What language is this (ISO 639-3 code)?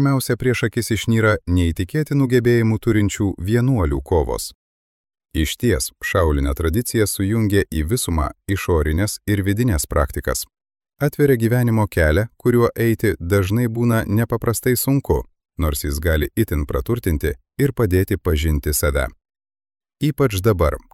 lit